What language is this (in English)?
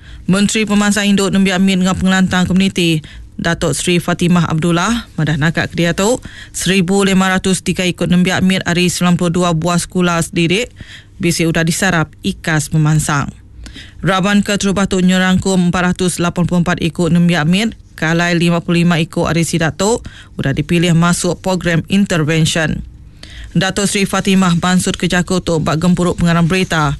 Iban